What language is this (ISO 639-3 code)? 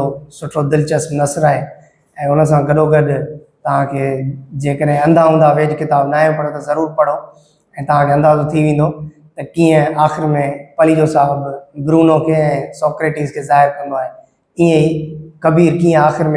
snd